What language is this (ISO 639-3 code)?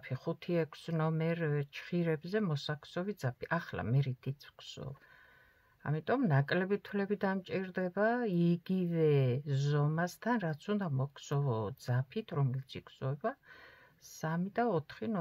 kat